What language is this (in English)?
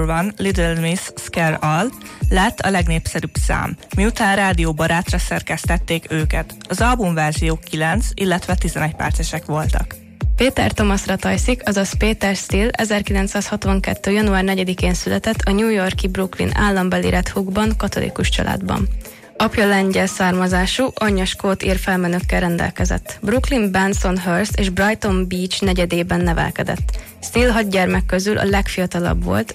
Hungarian